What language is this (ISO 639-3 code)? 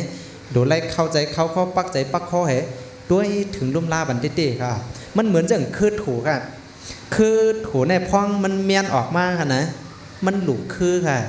shn